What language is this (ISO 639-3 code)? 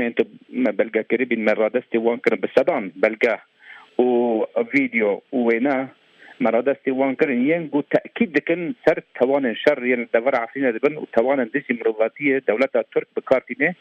kur